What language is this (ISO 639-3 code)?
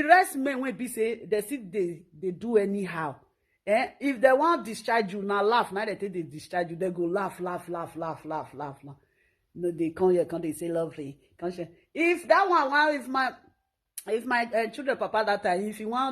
pcm